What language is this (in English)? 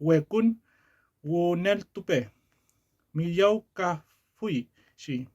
Mapuche